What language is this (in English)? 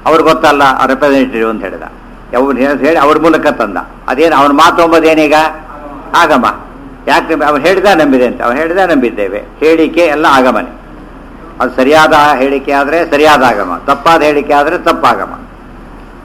Kannada